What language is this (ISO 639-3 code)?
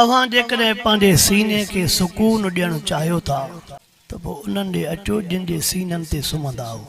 snd